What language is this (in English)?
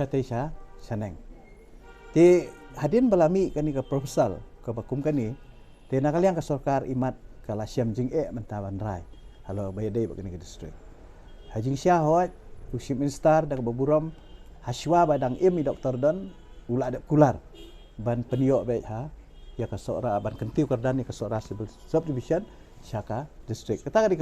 Khasi